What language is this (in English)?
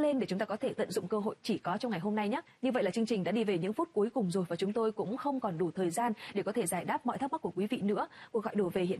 Vietnamese